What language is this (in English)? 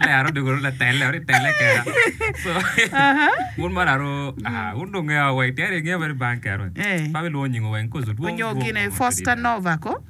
Acoli